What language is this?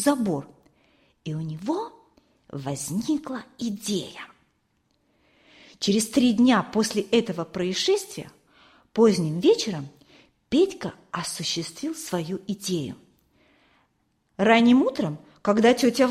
Russian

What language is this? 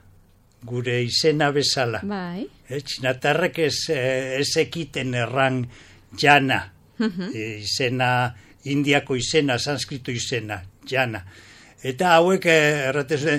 Basque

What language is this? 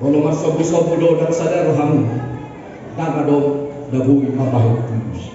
Batak Toba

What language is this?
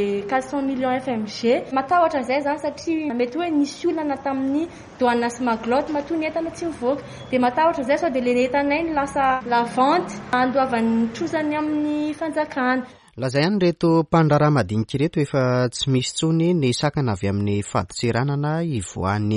Malagasy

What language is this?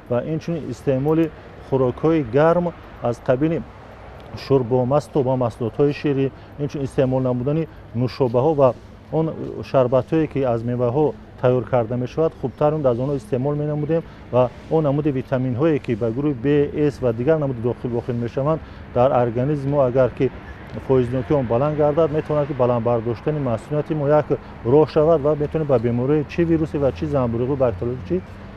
Tajik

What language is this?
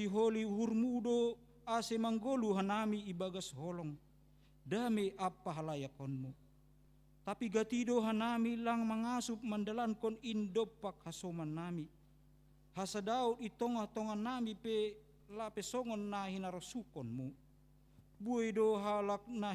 Batak Simalungun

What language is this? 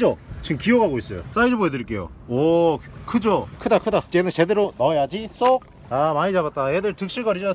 Korean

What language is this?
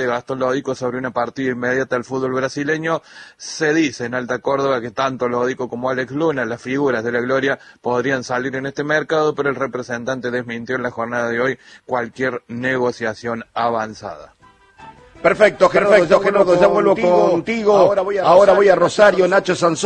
Spanish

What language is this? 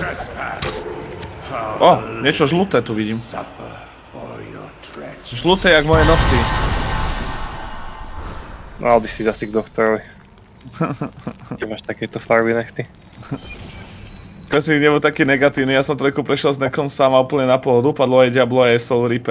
Slovak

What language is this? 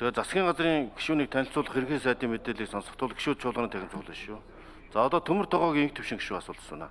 Mongolian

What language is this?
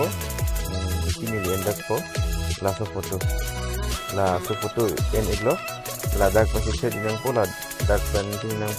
Karbi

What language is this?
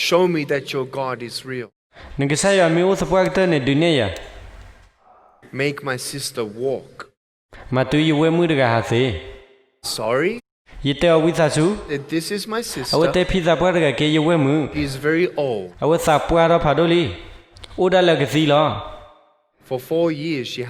S'gaw Karen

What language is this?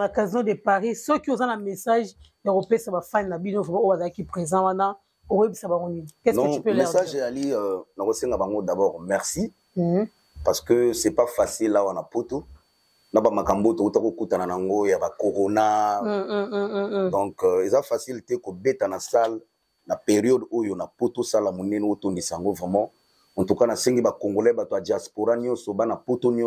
Lingala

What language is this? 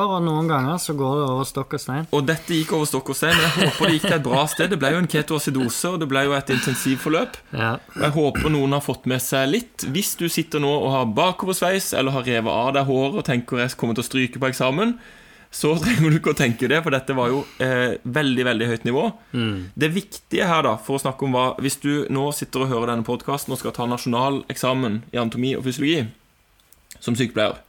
Norwegian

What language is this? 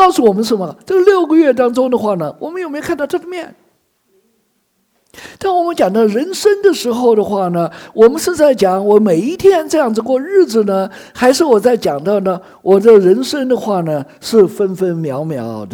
Chinese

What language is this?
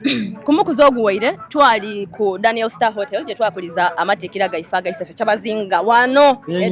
Soga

